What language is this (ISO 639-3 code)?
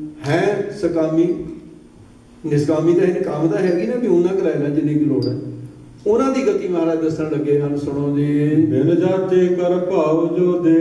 pan